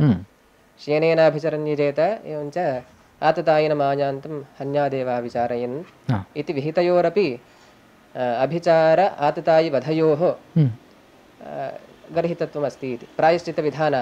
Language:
Sanskrit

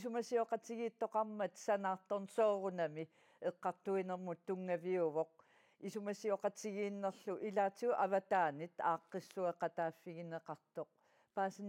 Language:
Kalaallisut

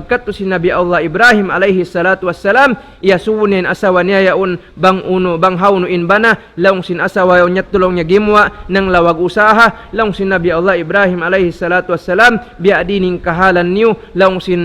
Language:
Tausug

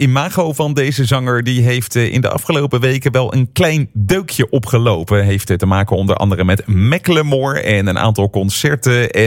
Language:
Dutch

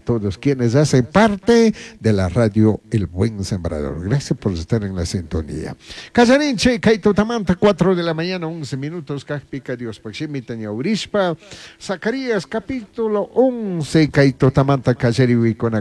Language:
Chimborazo Highland Quichua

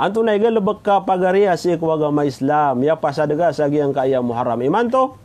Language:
Maranao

